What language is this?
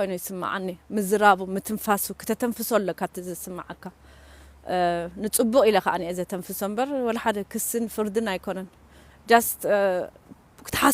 Tigrinya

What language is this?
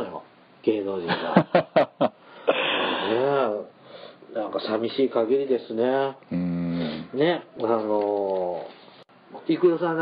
Japanese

